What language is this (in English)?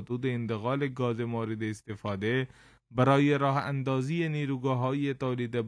Persian